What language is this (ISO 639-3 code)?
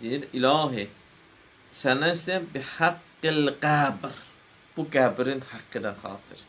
aze